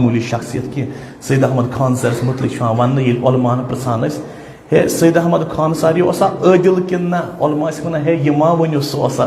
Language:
Kashmiri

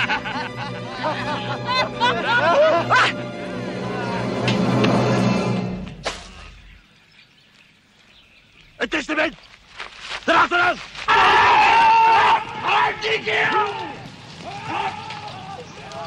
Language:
Dutch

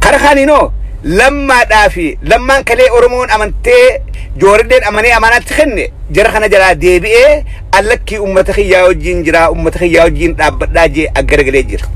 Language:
Oromo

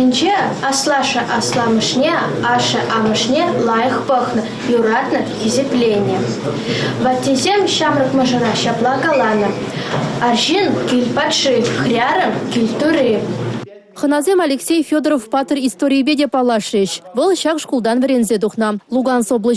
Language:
Chuvash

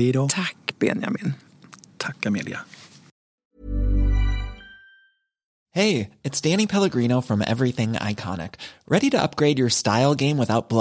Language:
Swedish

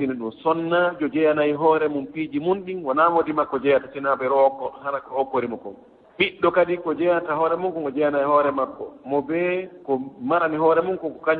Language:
Fula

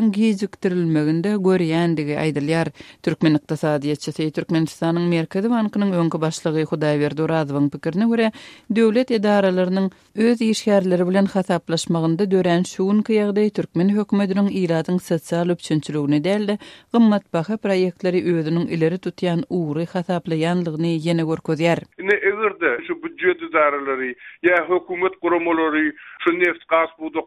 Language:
Turkmen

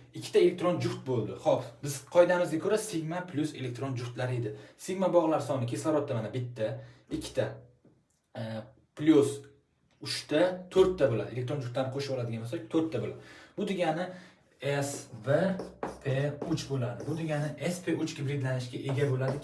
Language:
Uzbek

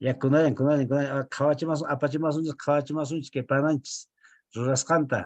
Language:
Quechua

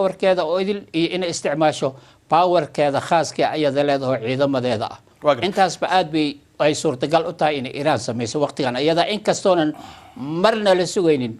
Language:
Somali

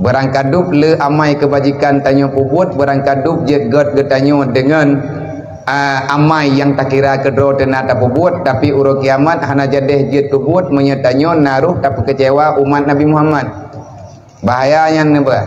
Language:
Achinese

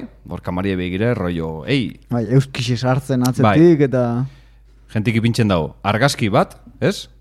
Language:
Basque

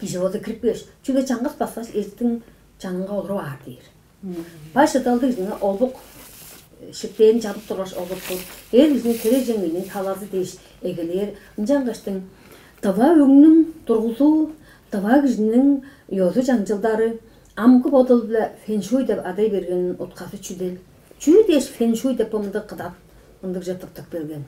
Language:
Tuvinian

